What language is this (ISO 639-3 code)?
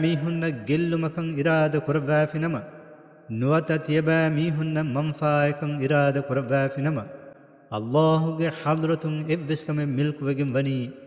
div